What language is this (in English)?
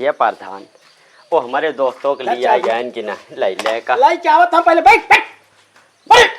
Awadhi